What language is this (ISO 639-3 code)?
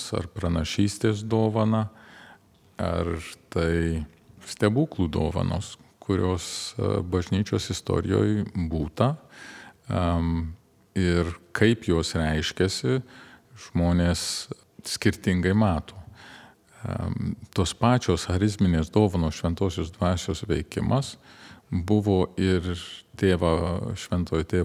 lit